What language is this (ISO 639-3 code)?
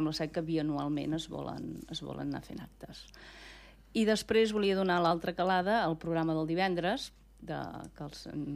cat